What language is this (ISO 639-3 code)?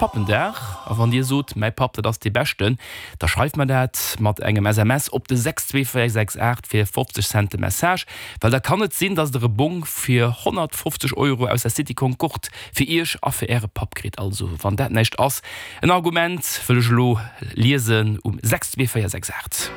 ltz